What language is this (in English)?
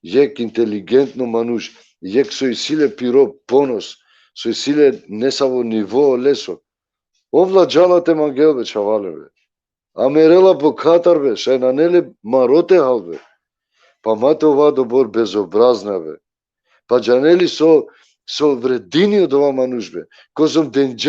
Balkan Romani